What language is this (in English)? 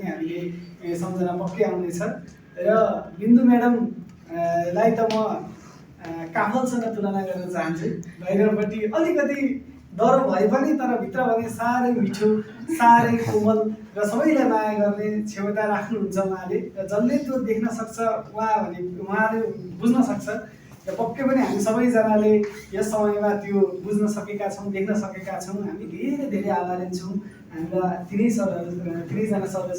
Nepali